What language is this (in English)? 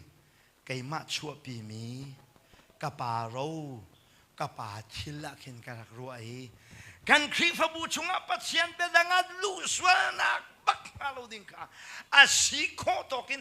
Hakha Chin